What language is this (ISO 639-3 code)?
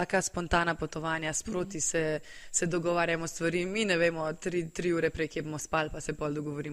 slv